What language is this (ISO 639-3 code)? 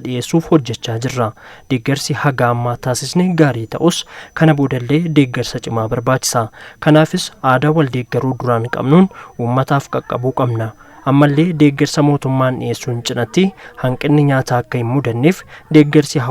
orm